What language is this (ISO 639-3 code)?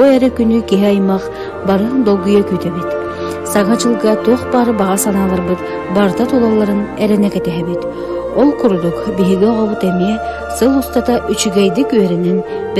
sah